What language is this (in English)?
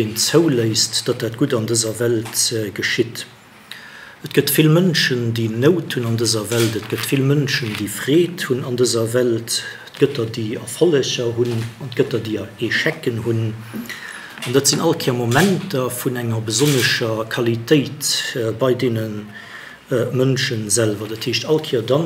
Luxembourgish